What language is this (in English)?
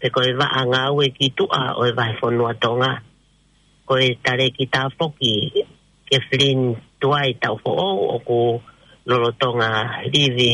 Tongan